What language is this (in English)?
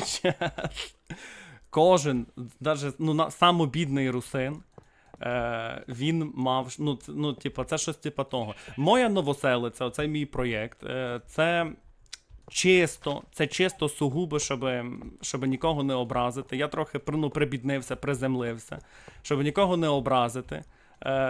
Rusyn